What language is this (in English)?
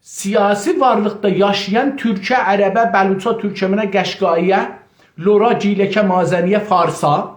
South Azerbaijani